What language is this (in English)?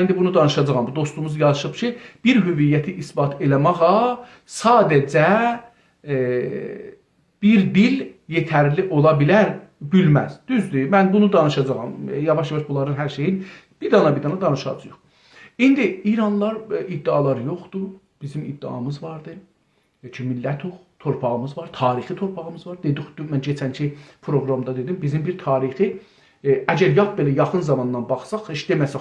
South Azerbaijani